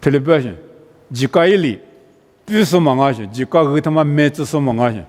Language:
Lisu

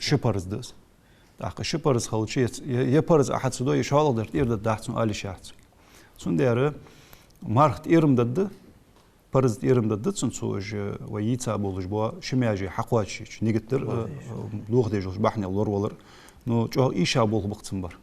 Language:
Ingush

